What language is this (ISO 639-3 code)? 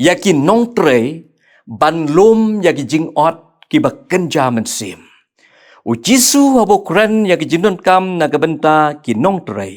kha